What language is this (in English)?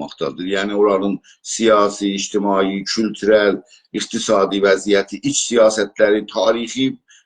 South Azerbaijani